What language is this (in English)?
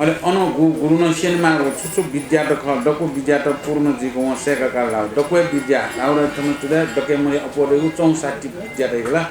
Newari